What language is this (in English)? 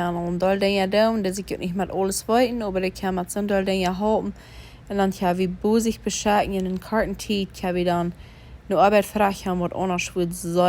Plautdietsch